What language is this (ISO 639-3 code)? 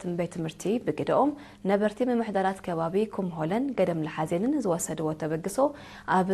tir